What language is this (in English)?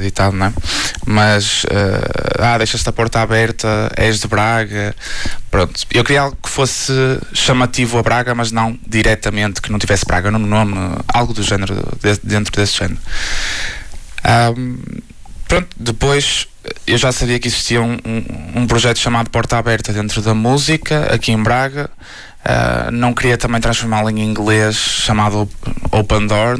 Portuguese